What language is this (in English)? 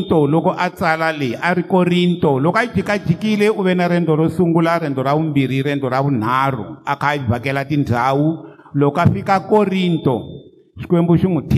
Tsonga